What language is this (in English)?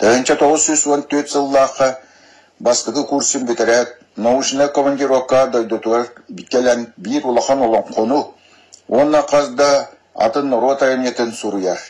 Yakut